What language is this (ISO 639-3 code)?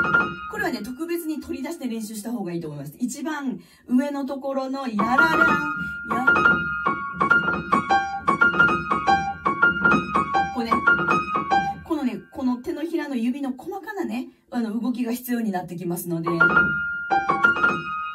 jpn